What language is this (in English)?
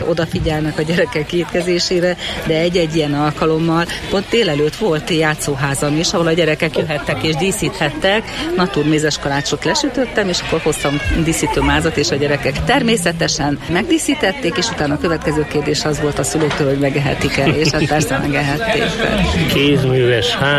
Hungarian